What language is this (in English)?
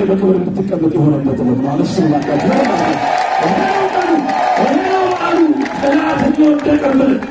Amharic